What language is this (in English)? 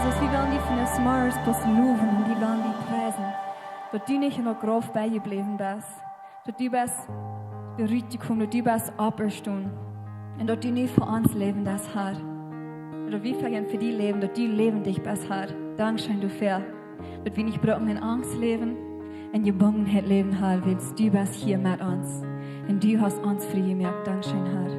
Plautdietsch